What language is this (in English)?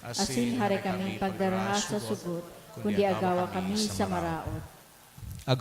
Bikol